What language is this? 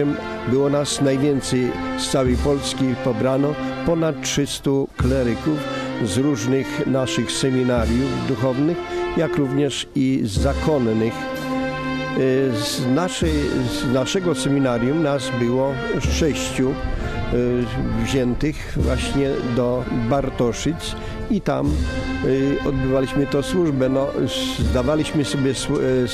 Polish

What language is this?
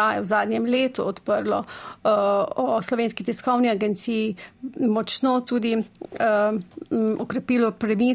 Slovenian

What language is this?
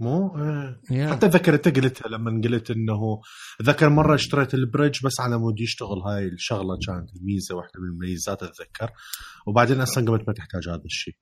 Mesopotamian Arabic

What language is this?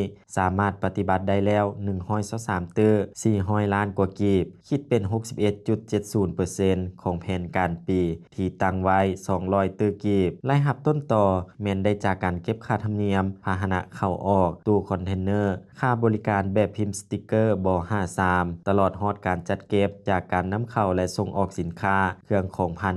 Lao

